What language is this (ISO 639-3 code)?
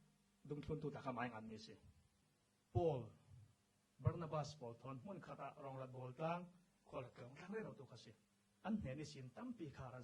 cfm